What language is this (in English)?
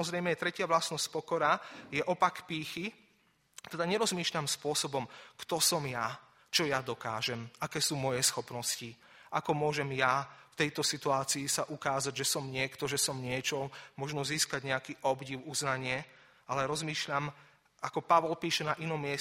Slovak